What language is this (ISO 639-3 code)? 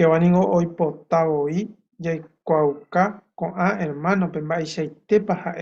grn